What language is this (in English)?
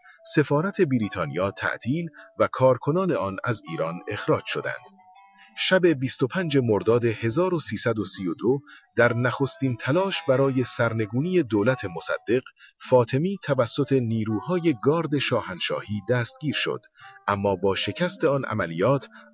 Persian